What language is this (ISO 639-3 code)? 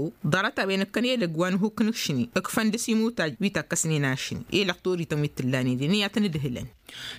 taq